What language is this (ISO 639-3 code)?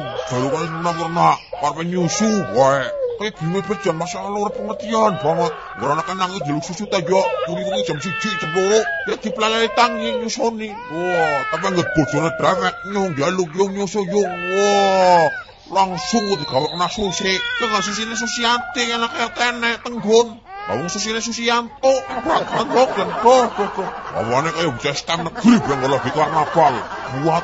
jav